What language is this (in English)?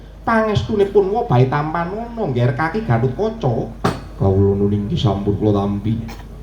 Javanese